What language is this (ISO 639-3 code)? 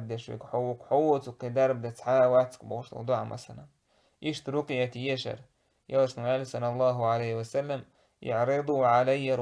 che